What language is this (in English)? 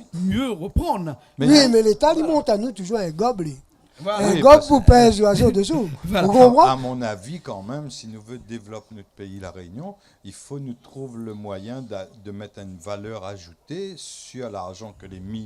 Réunion Creole French